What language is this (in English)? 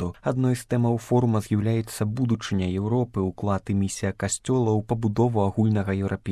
Belarusian